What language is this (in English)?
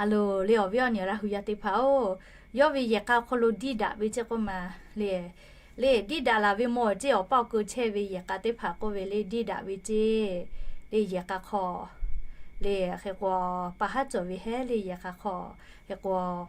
Lahu